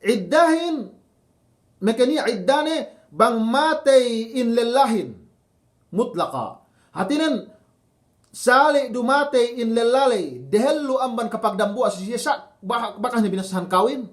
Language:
Yakan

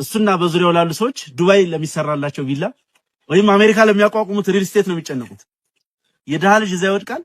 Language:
Amharic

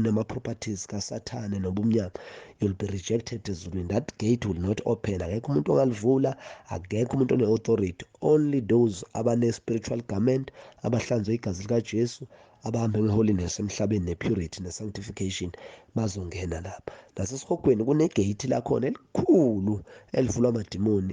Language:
Zulu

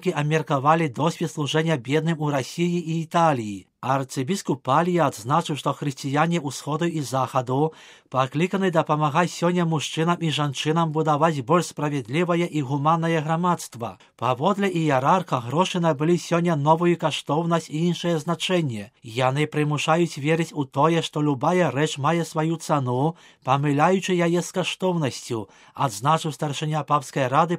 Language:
Belarusian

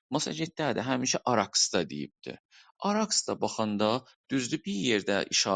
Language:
South Azerbaijani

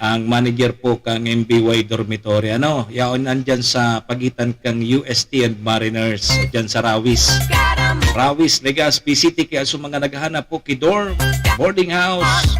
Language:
Bikol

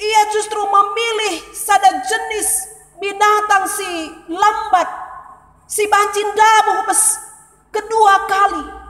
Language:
Batak Karo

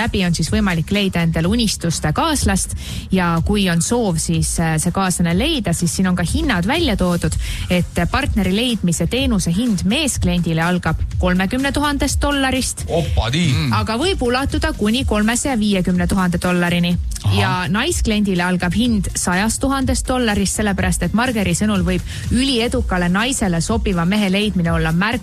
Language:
Estonian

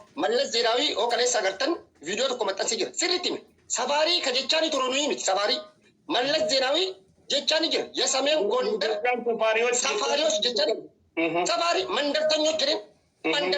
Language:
Oromo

